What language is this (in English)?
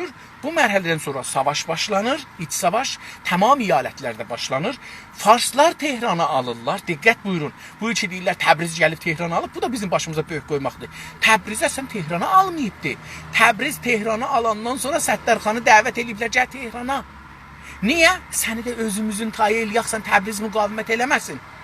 South Azerbaijani